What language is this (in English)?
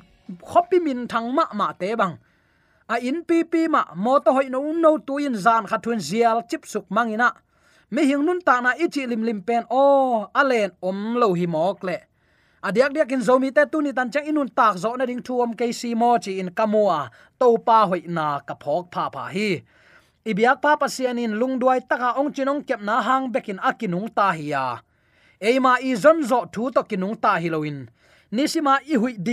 Tedim Chin